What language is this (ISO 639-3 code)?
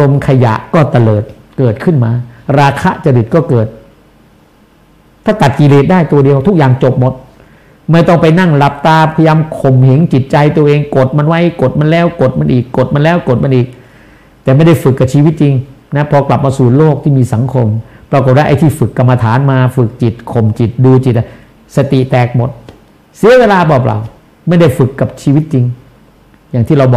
tha